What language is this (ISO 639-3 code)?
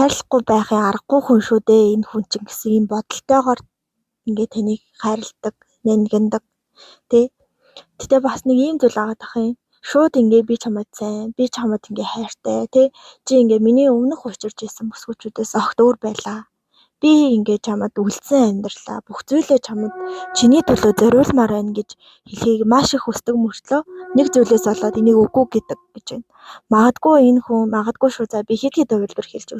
mon